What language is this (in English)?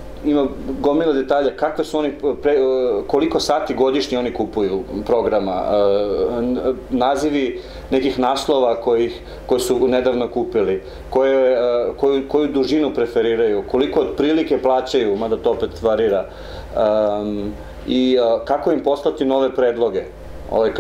Serbian